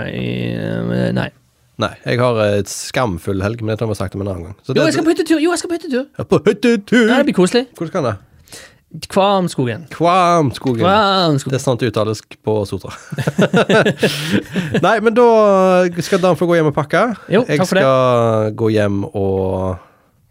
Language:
Norwegian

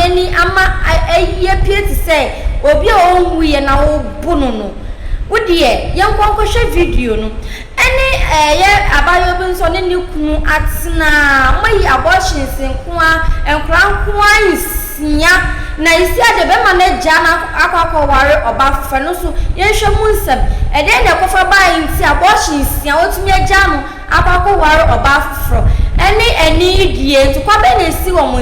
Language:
Akan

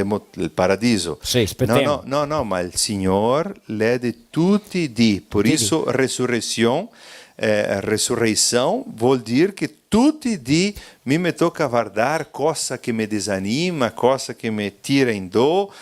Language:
Venetian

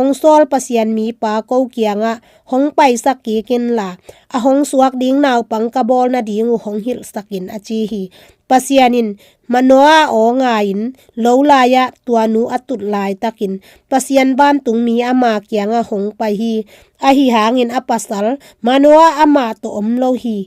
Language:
Tedim Chin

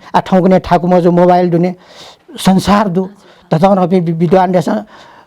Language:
Newari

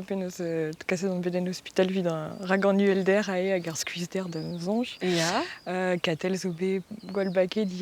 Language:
Breton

